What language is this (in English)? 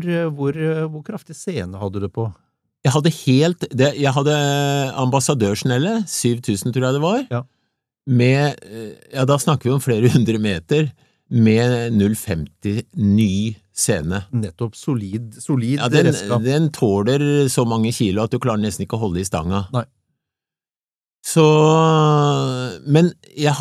Norwegian